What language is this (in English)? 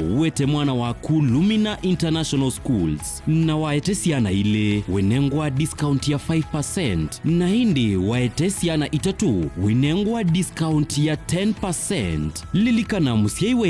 Kamba